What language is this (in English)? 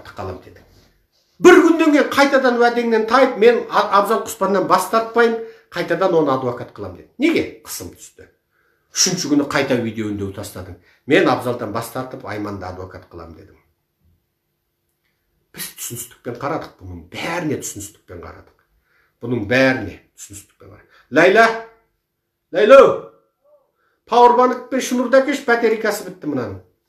Kazakh